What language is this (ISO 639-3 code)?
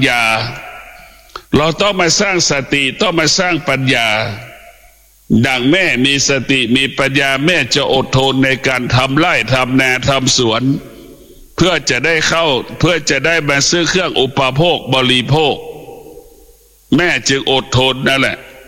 tha